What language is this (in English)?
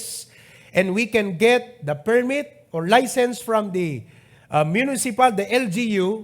Iloko